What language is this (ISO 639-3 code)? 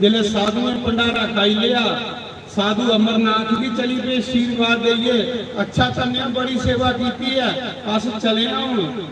doi